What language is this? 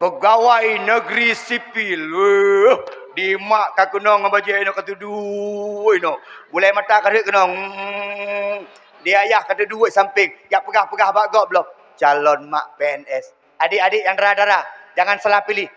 Achinese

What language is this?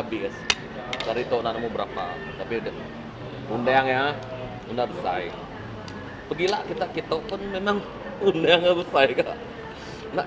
Iban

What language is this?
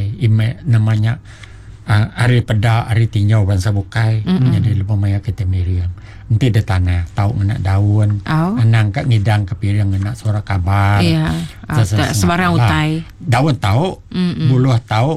Iban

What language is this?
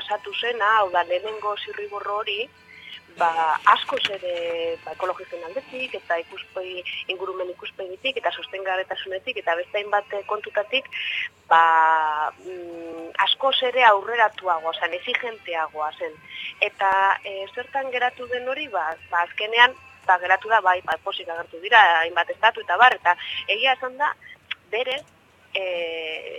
Basque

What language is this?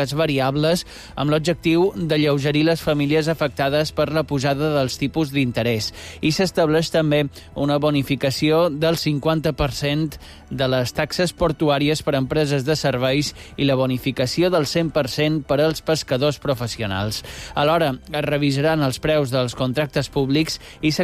Catalan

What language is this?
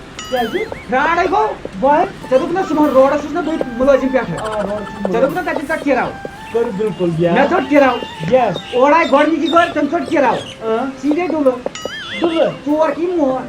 Kashmiri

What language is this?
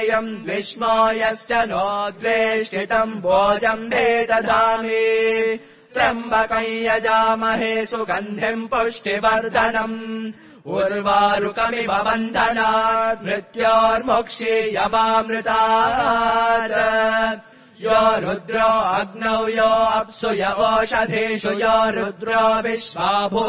Sanskrit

